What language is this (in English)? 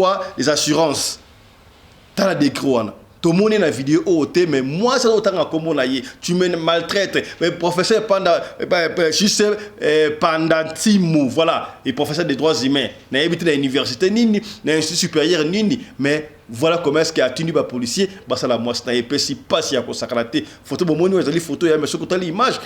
Lingala